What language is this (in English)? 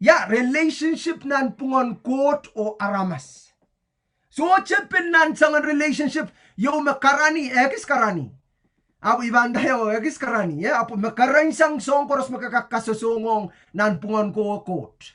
Pohnpeian